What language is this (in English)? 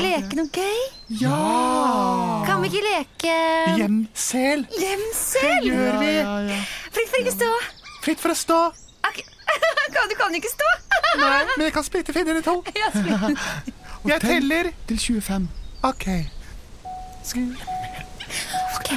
Norwegian